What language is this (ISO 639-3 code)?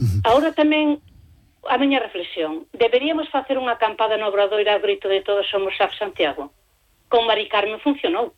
glg